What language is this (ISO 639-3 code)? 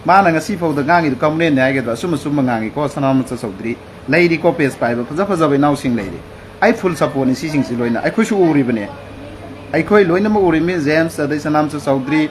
mni